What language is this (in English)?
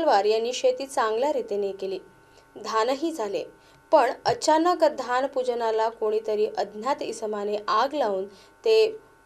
Marathi